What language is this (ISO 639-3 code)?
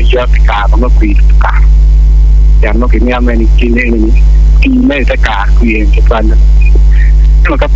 ach